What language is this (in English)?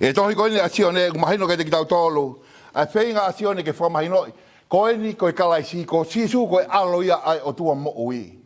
Tongan